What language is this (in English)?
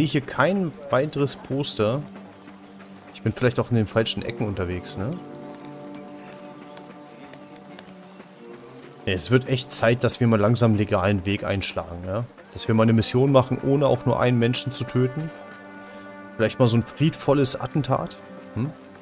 German